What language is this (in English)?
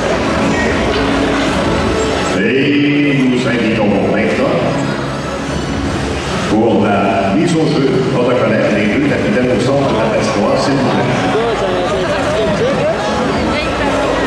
French